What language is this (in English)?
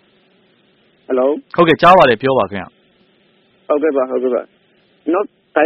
Burmese